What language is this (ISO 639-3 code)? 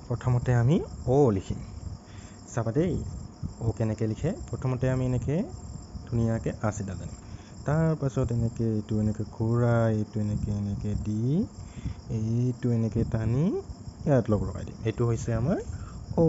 asm